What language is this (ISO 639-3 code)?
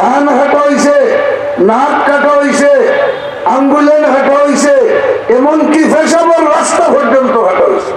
syl